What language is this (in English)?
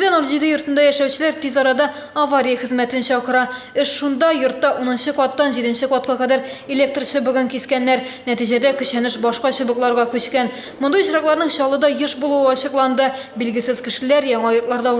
Tatar